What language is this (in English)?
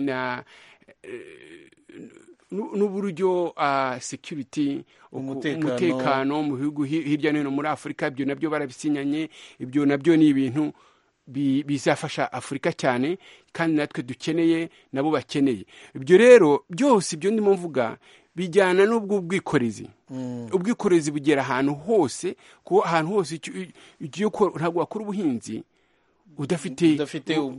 Kinyarwanda